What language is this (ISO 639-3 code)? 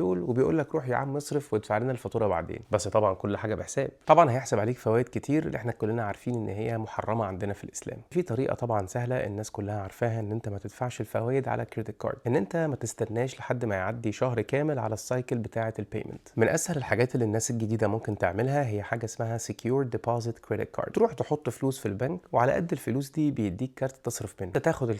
arz